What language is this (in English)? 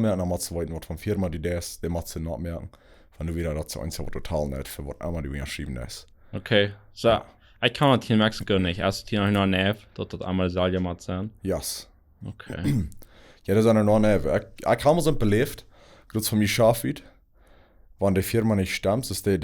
Plautdietsch